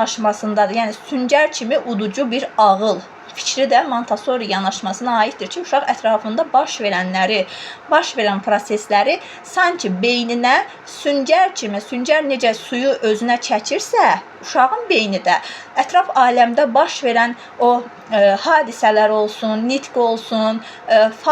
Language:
Azerbaijani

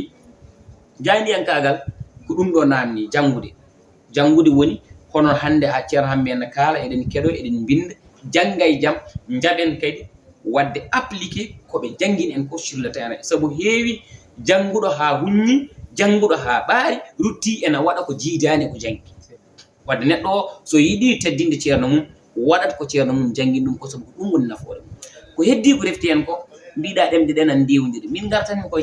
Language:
Fula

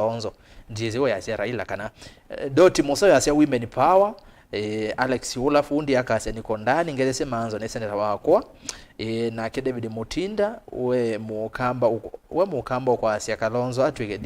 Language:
Kamba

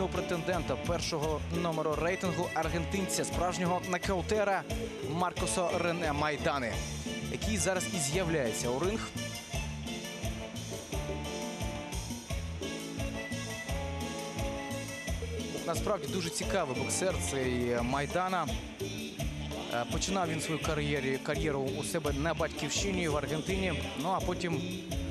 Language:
Ukrainian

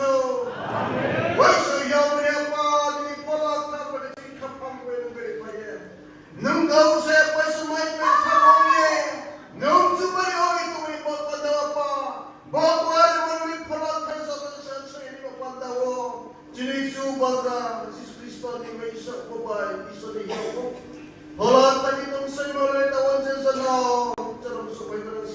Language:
Riang (India)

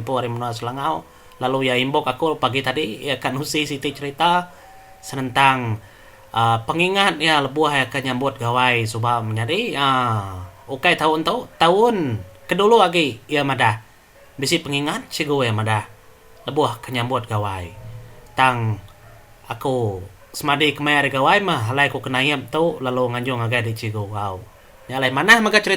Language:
Iban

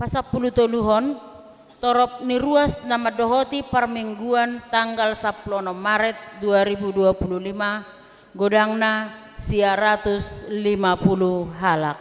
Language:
Batak Toba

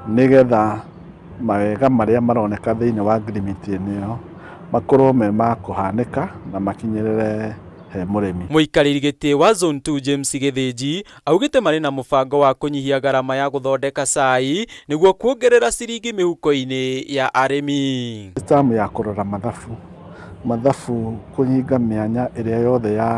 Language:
Kikuyu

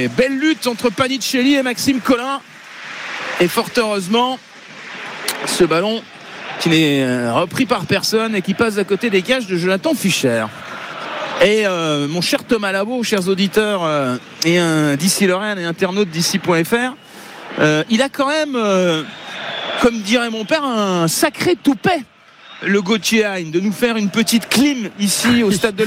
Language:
French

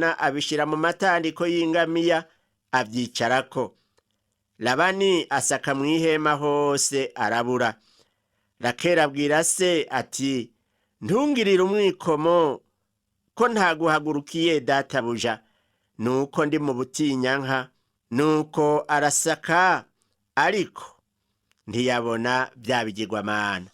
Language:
Rundi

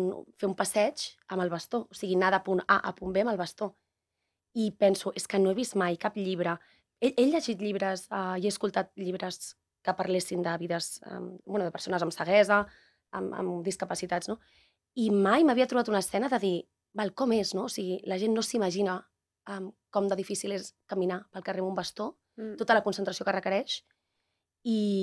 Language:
Catalan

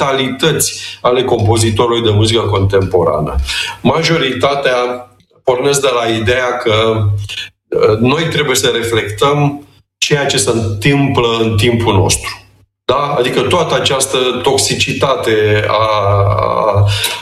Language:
Romanian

